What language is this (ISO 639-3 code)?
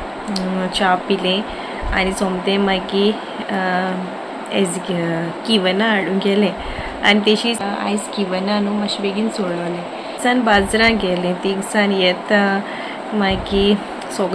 kok